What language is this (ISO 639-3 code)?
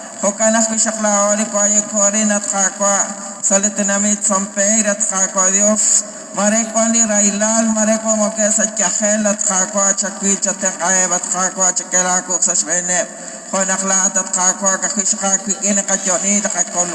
kek